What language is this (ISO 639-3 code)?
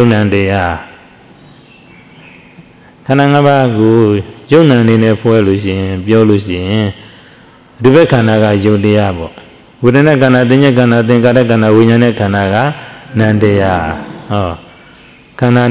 mya